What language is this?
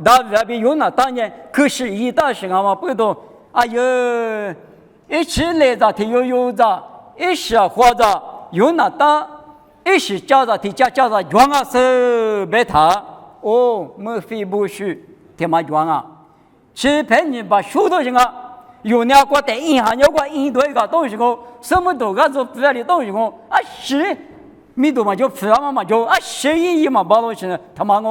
Lisu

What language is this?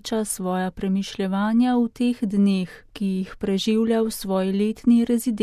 Slovenian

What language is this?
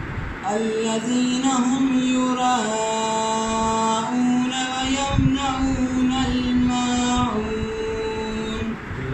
Brahui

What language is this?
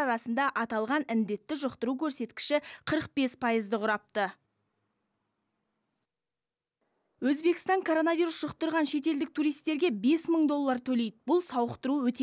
Kazakh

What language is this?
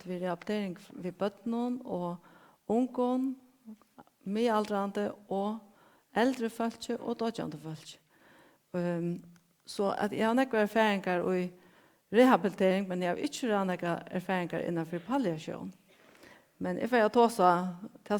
Faroese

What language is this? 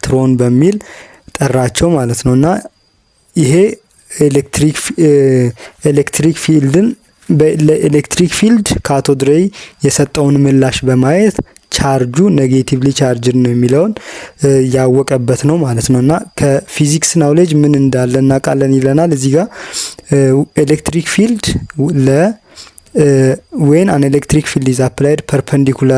Amharic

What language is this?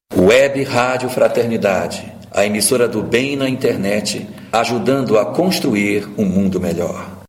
Portuguese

